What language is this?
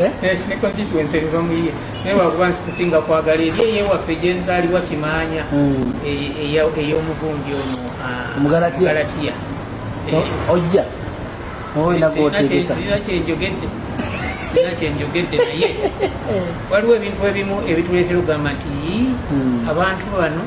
Ganda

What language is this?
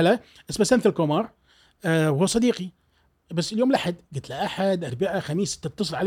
Gulf Arabic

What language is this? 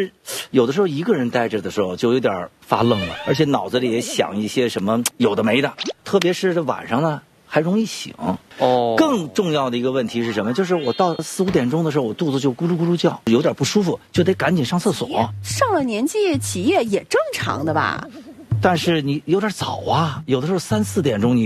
Chinese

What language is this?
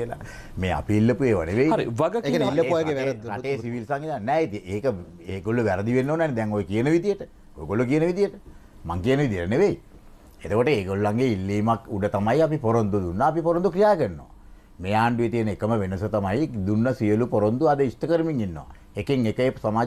Sinhala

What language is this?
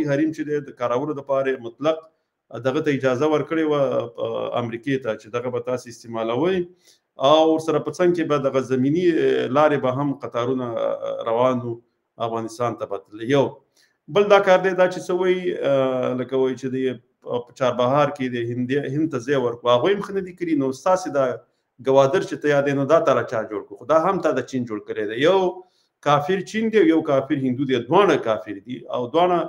Pashto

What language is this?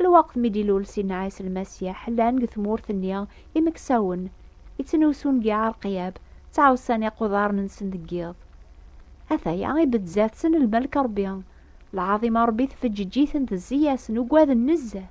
Kabyle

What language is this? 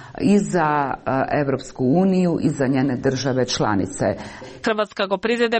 Macedonian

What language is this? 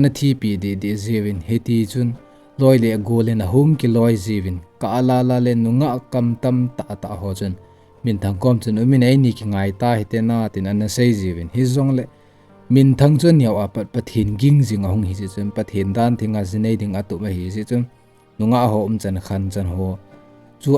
Thado Chin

